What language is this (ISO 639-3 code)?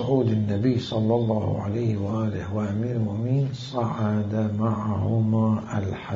acm